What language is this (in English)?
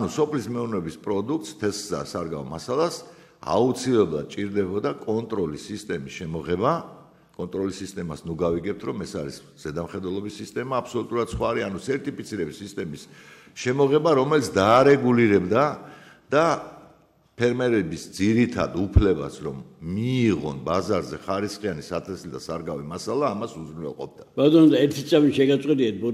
Georgian